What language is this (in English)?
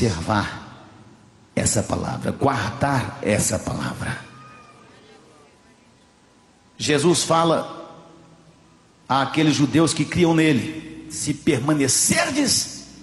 Portuguese